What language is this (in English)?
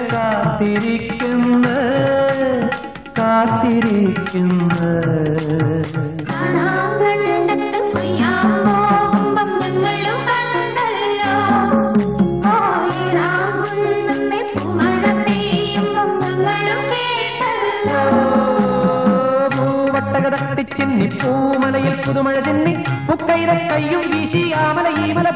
Malayalam